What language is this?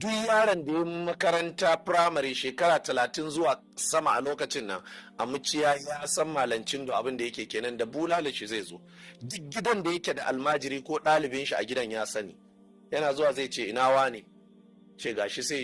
Hausa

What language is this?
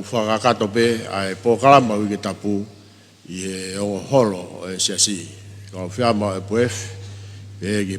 Tongan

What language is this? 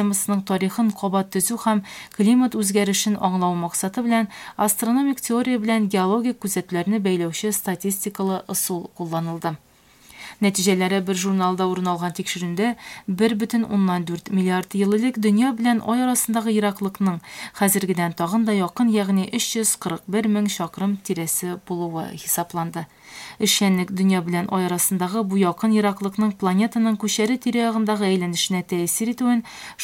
Tatar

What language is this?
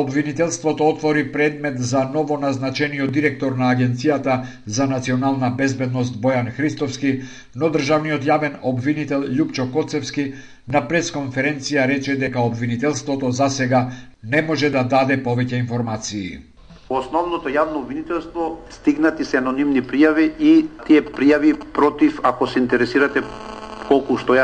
Macedonian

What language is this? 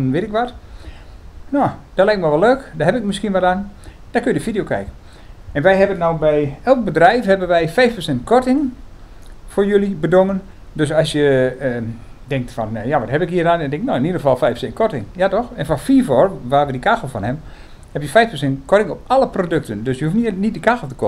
Dutch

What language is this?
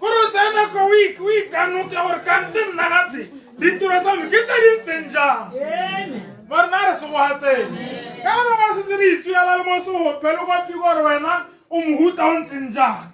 Tswana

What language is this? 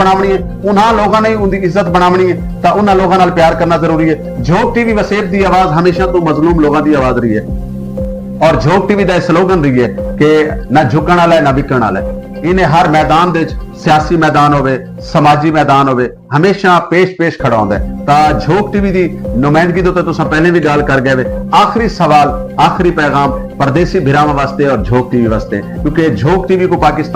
Saraiki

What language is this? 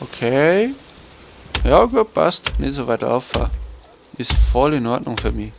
Bavarian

